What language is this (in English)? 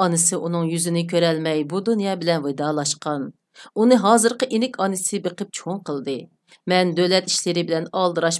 Uyghur